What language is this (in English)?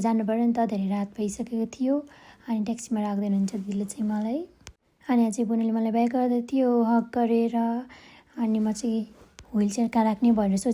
Nepali